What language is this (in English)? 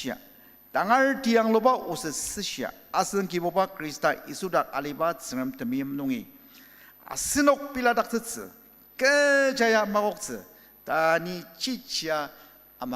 Ao Naga